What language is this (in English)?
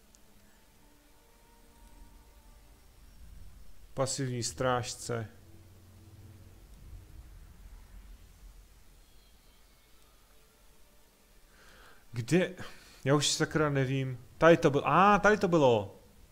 Czech